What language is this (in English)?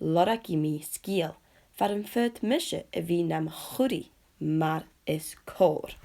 Scottish Gaelic